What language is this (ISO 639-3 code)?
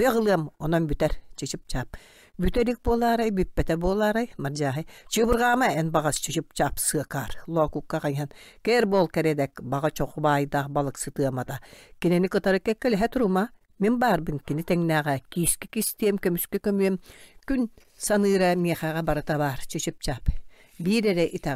sah